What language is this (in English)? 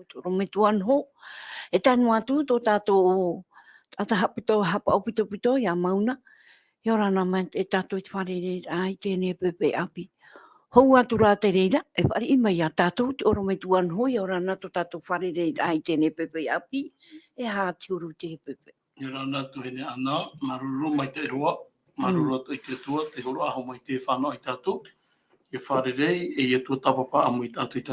Tahitian